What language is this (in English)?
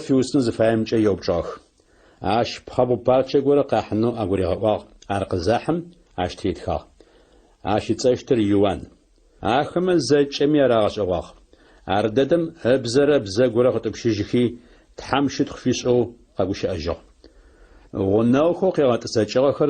Adyghe